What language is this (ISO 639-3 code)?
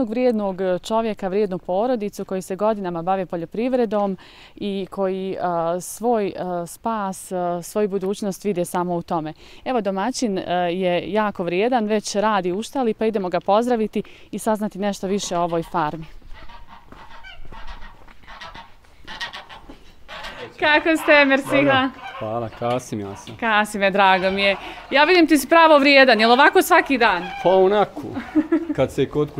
bos